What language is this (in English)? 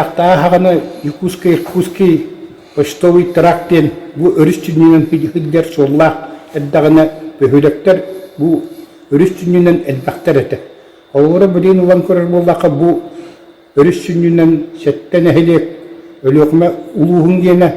Yakut